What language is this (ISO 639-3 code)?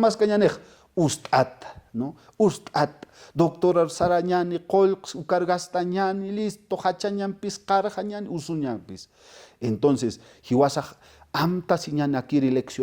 aym